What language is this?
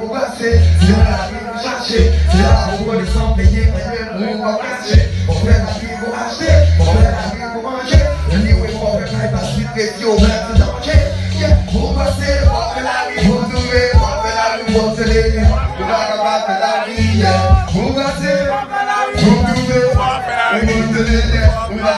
Haitian Creole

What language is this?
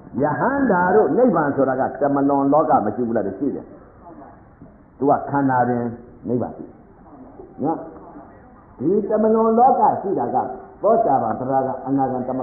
Burmese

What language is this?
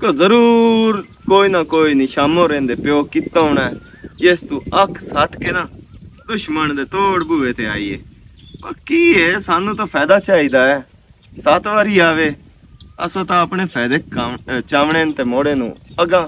Western Panjabi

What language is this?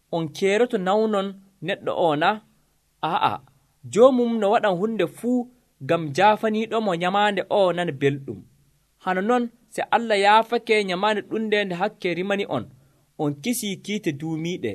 Nigerian Fulfulde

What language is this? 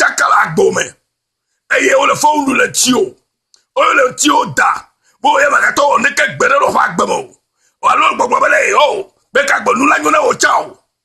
Ewe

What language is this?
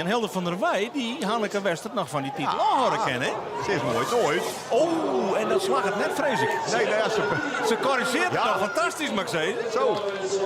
Western Frisian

